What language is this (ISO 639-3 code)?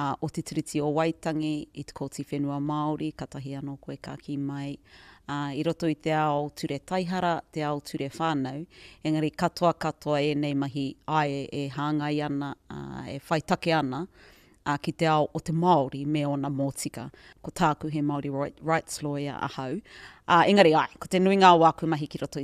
mri